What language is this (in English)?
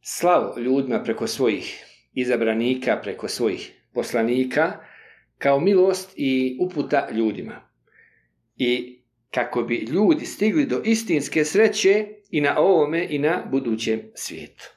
Bosnian